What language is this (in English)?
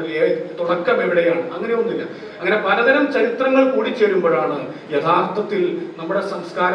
Malayalam